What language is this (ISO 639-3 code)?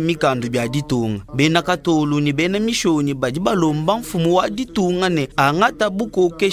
lua